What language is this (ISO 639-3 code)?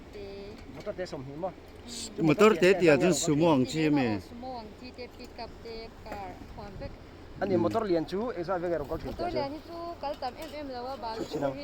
lus